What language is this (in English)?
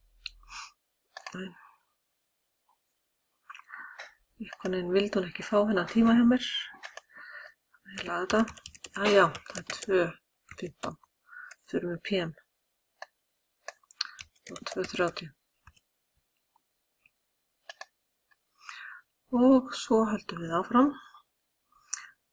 Icelandic